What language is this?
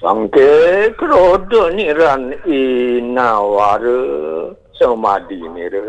Balinese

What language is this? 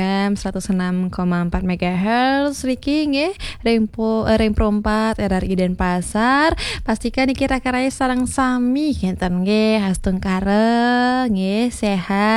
Balinese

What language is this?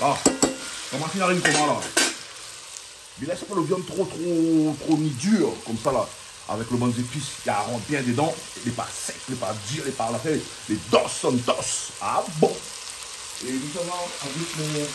Réunion Creole French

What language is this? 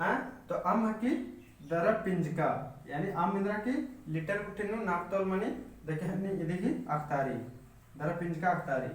Kurukh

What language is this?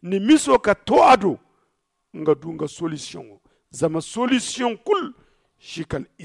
Zarma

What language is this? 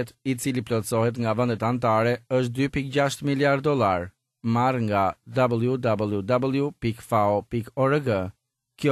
Albanian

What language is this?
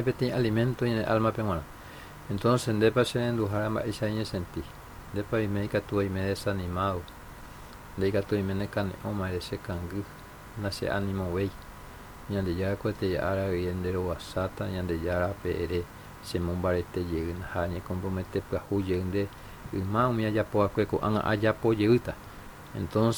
Guarani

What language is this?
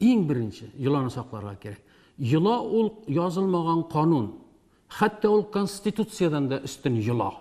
Tatar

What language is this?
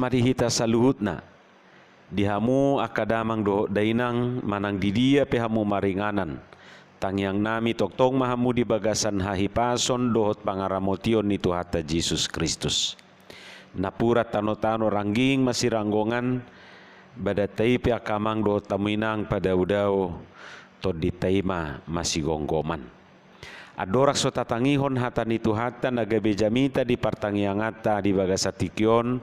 Batak Toba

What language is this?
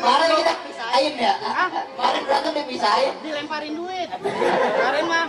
Betawi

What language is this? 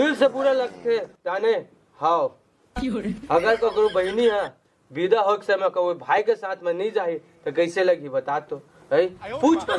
Chhattisgarhi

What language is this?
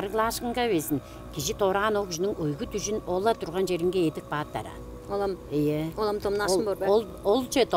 Tuvinian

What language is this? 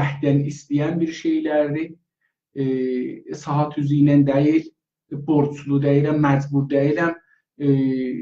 South Azerbaijani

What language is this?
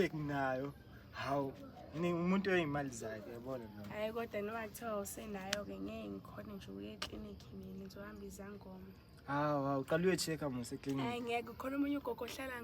Zulu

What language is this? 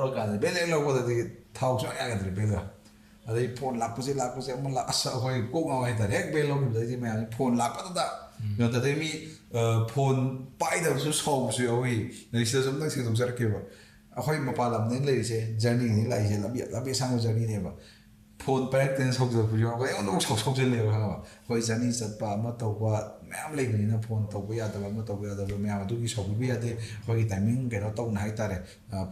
Manipuri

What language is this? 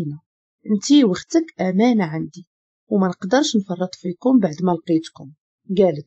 Moroccan Arabic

